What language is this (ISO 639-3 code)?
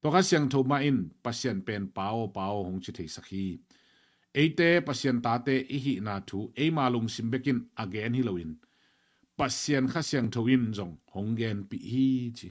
ctd